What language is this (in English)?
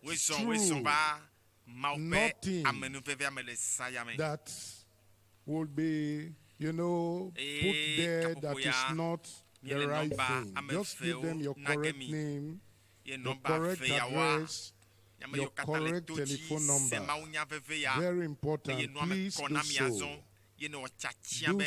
Ewe